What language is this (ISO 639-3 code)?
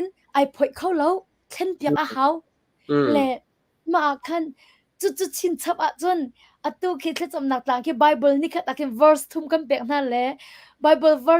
cnh